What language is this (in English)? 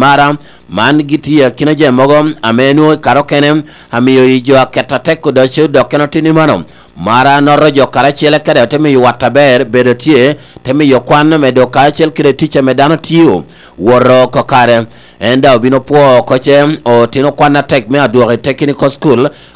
Lango (Uganda)